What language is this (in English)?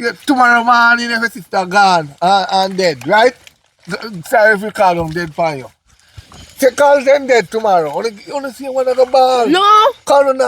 Jamaican Creole English